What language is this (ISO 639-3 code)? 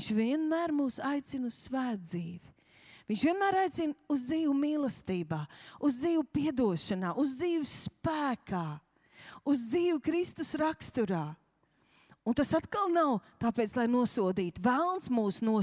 lav